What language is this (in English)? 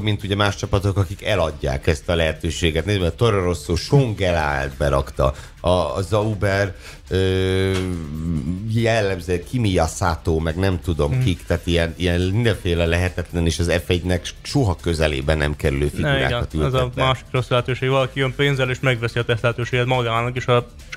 Hungarian